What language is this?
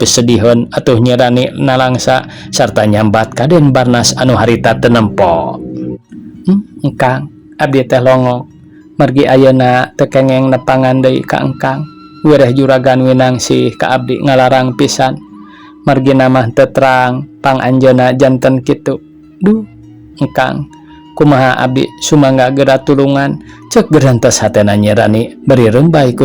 Sundanese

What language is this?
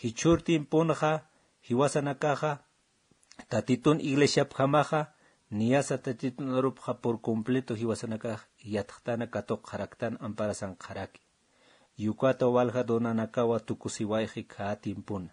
Aymara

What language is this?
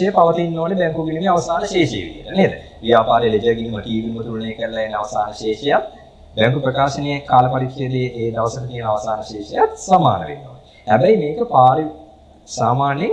Sinhala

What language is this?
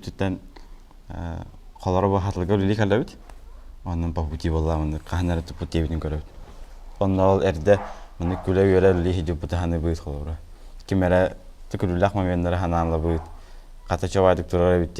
Yakut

